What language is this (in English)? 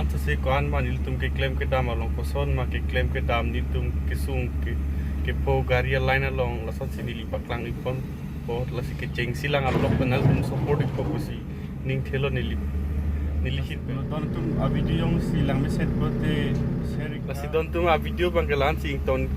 Karbi